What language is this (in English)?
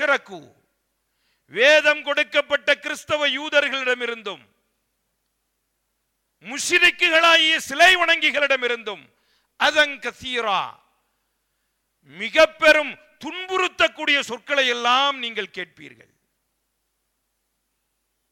Tamil